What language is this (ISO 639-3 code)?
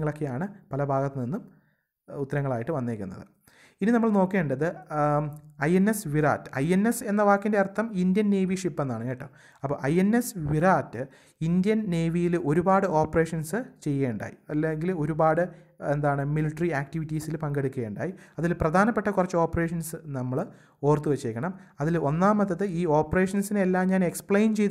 mal